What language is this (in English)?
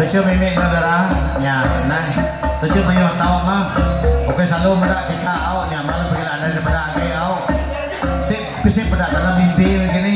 Iban